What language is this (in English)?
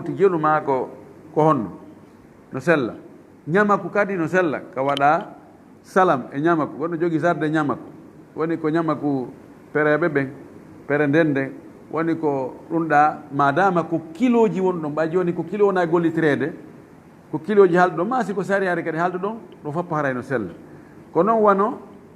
Fula